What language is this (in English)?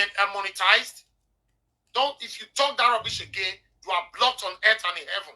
Nigerian Pidgin